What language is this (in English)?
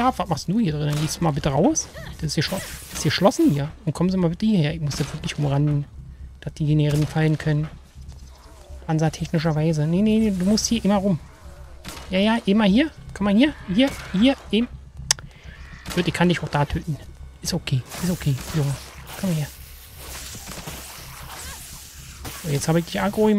German